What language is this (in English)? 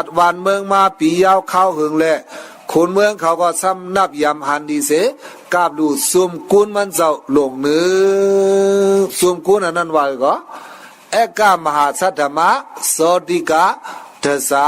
Shan